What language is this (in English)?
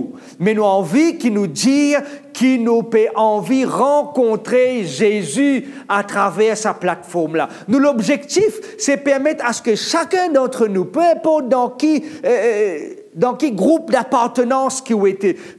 Morisyen